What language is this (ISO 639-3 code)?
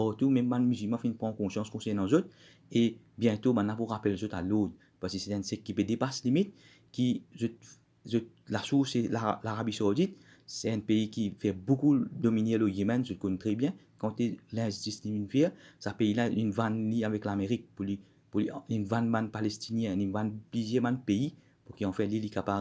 mfe